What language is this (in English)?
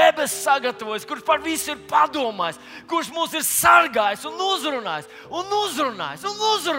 Latvian